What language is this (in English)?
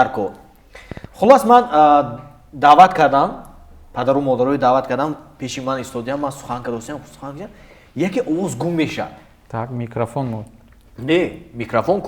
Tajik